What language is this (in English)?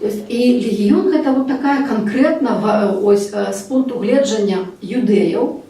Belarusian